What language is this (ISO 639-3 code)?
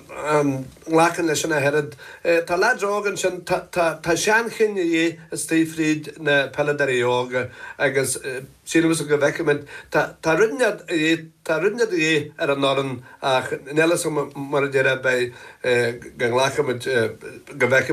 gle